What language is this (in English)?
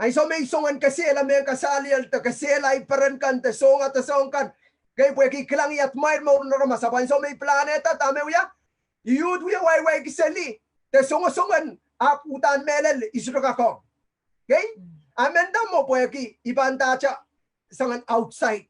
Pohnpeian